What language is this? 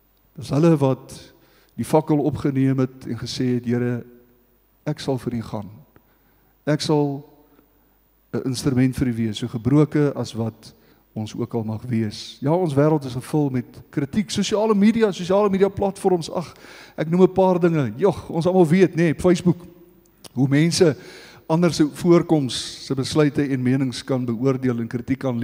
Afrikaans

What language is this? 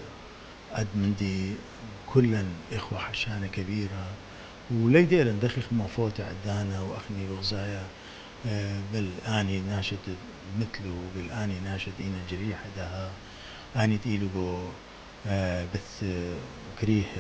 Assyrian Neo-Aramaic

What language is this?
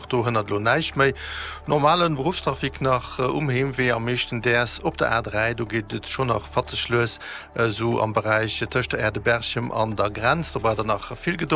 Luxembourgish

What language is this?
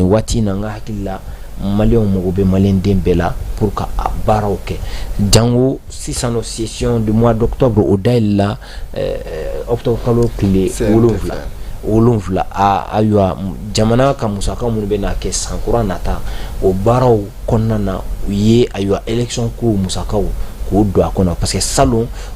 Bambara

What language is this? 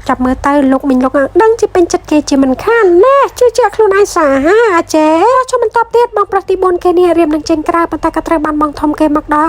Khmer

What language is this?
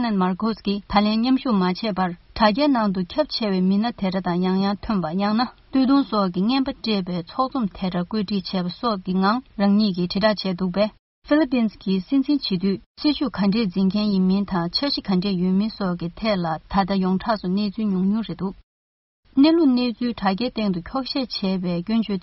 Tibetan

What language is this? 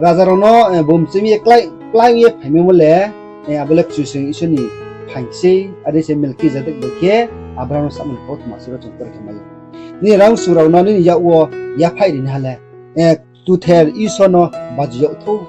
Riang (India)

